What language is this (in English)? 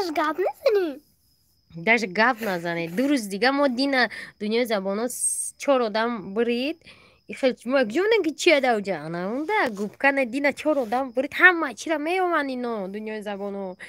Tajik